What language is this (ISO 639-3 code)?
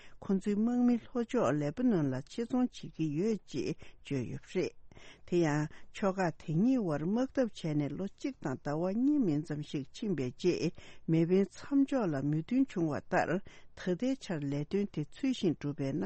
bod